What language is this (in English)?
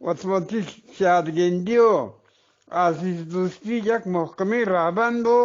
Eastern Balochi